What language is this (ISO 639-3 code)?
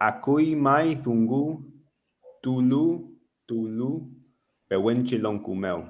arn